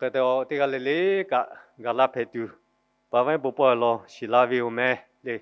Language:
Lahu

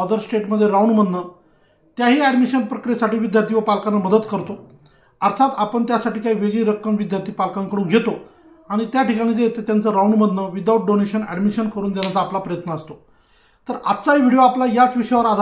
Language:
Marathi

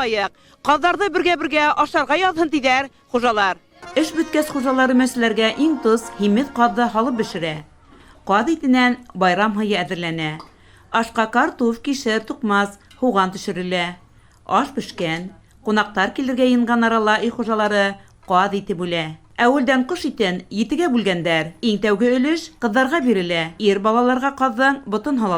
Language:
Bashkir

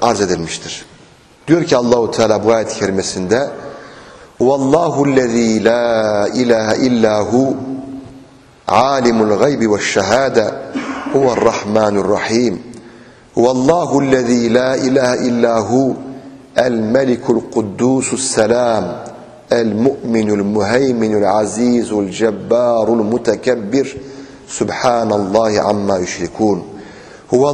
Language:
Turkish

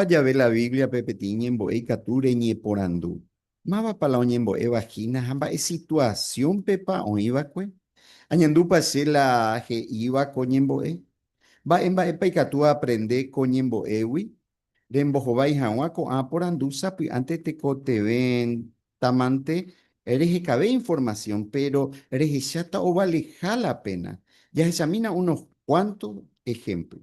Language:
Guarani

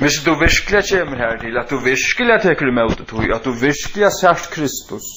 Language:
Faroese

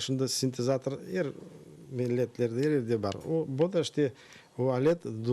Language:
Crimean Tatar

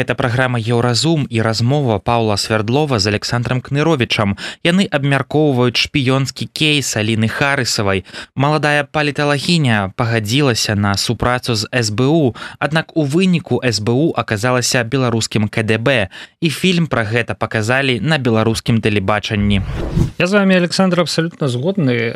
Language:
Belarusian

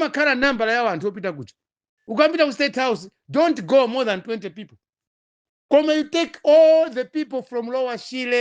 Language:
Nyanja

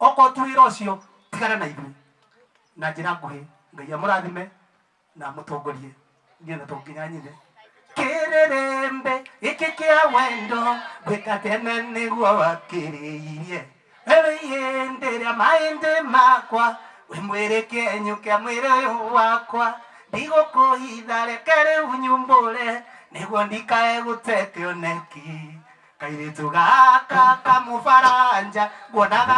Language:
Kikuyu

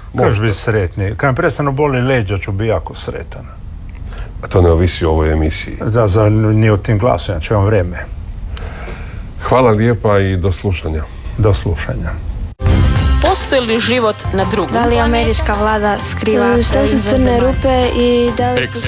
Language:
Croatian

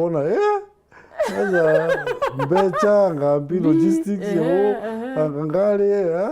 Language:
Meru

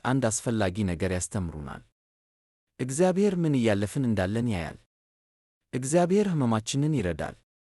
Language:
Amharic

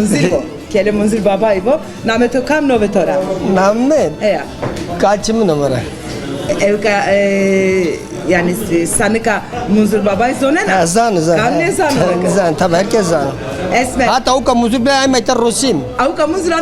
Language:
Zaza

